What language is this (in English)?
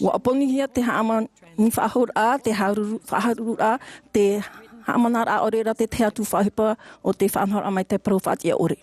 Tahitian